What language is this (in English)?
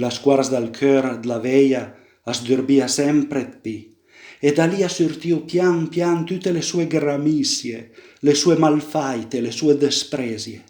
Piedmontese